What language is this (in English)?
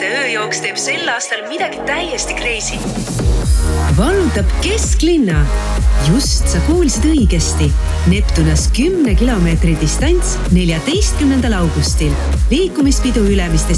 Estonian